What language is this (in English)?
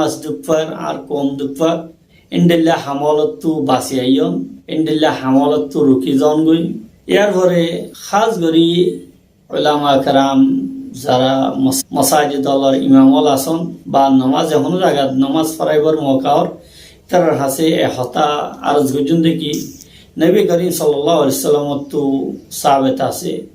Rohingya